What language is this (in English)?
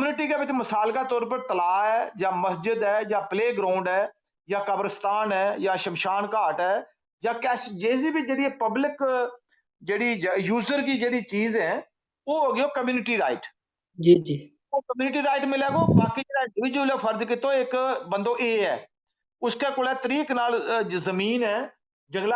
Gujari